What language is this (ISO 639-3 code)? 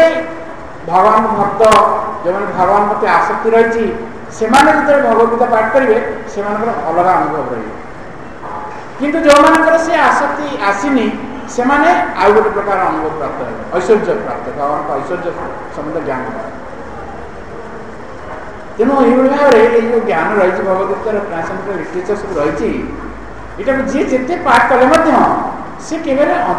ori